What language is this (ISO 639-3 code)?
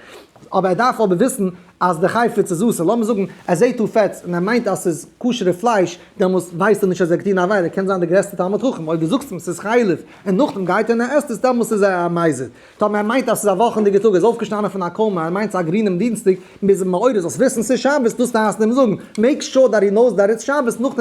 yid